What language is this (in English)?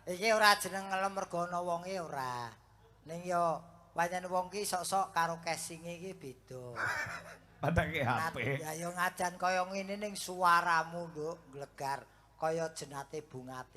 Javanese